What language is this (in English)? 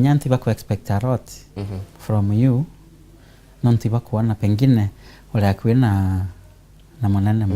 Meru